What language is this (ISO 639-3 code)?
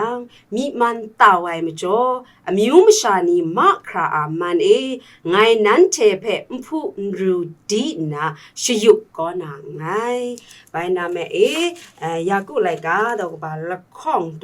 kac